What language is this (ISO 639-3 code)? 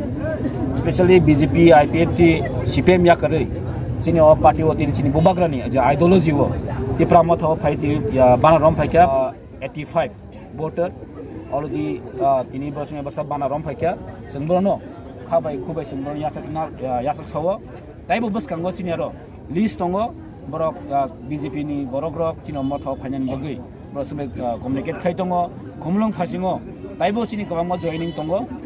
trp